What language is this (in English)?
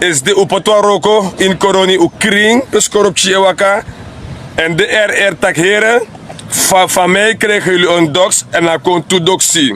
Sranan Tongo